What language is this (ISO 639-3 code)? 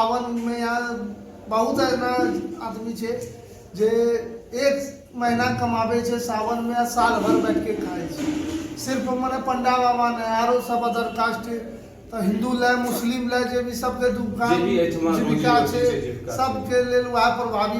mai